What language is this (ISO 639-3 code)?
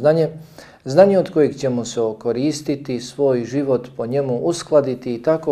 bos